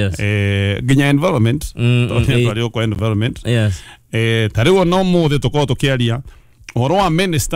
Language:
Kikuyu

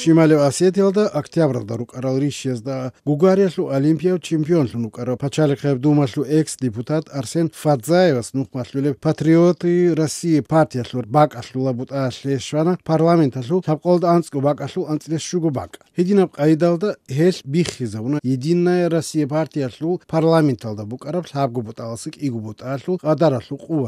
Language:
Avaric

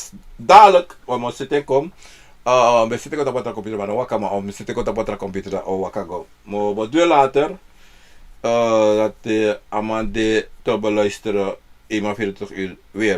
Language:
Sranan Tongo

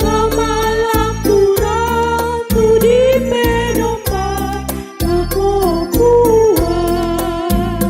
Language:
Toraja-Sa'dan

